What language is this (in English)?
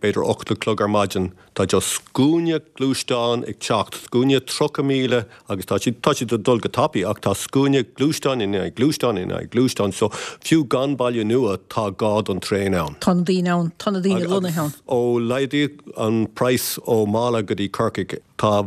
Irish